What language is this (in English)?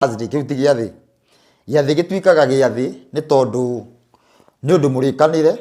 Kikuyu